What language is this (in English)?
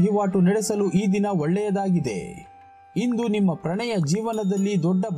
Kannada